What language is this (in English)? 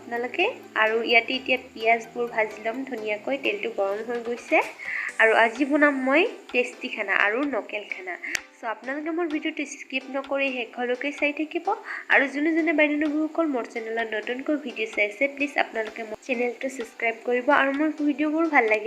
Assamese